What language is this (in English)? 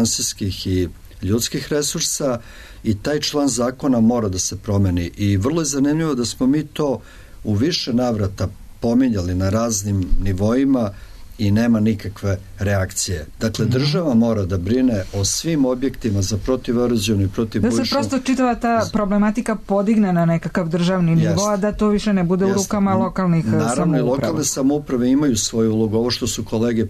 Serbian